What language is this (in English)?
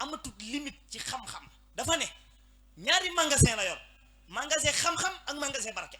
Wolof